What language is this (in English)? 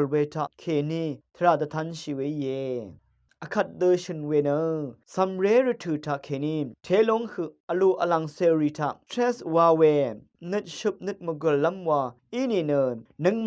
Rawang